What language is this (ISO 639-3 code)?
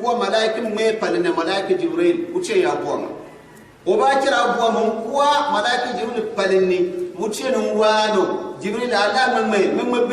gux